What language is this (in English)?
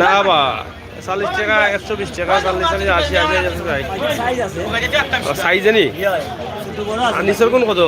Sylheti